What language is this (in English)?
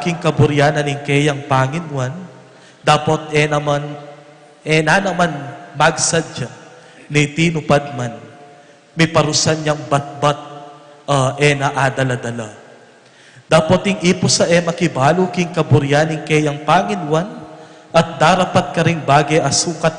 Pampanga